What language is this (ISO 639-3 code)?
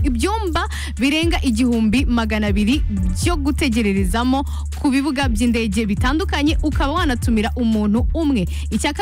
kin